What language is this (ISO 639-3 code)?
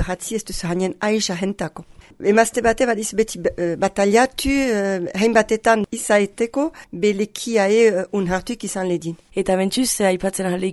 eus